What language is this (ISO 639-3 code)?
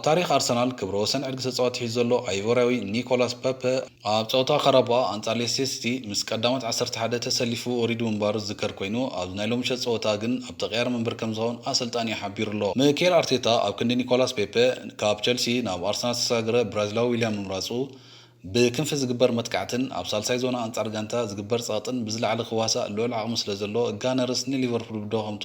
tir